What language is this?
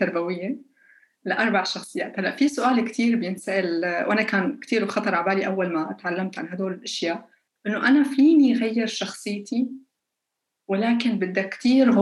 North Levantine Arabic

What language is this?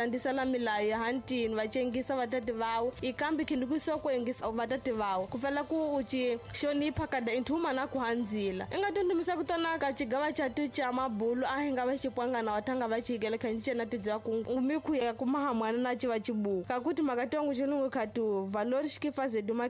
Tsonga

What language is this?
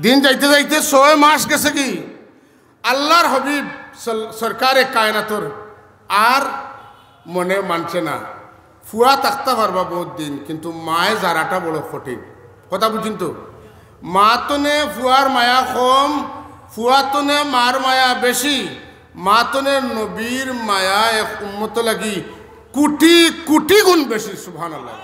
Sylheti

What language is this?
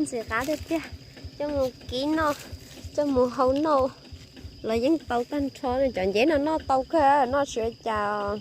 Hmong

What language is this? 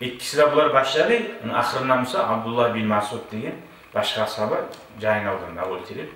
Kumyk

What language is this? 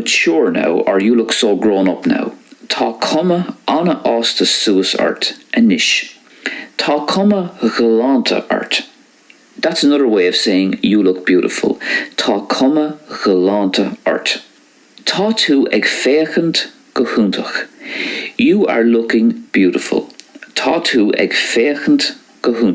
Irish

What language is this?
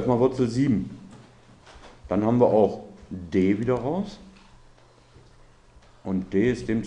German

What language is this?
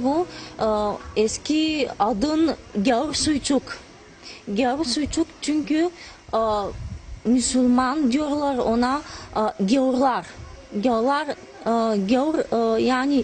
Gagauz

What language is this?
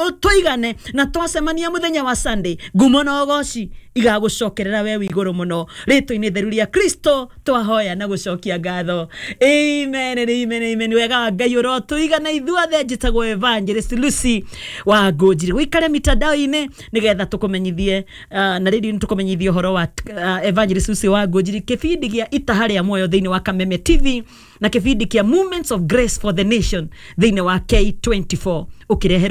Kikuyu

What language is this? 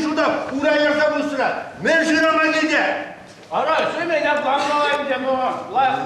Chuvash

